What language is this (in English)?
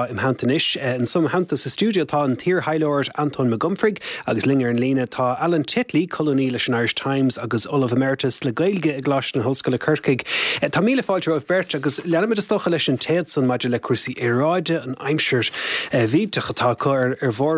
Irish